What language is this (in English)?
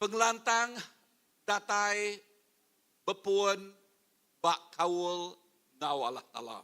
Iban